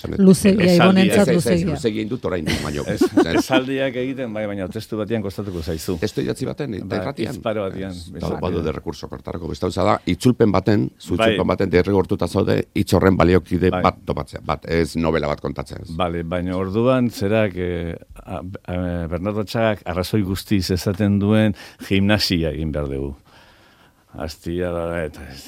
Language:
Basque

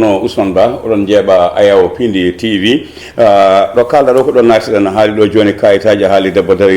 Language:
Fula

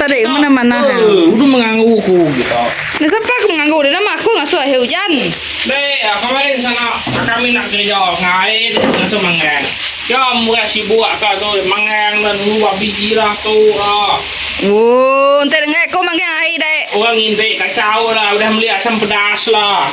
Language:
Iban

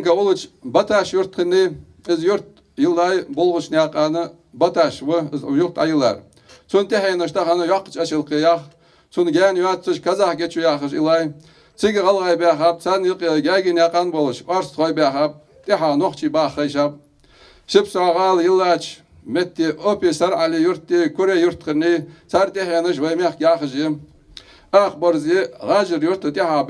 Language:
Ingush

